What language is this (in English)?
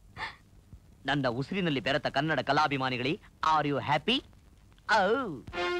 Kannada